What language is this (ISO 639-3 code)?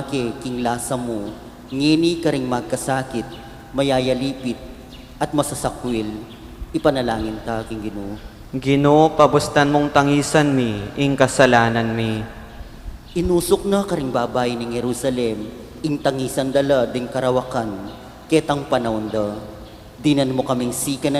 pam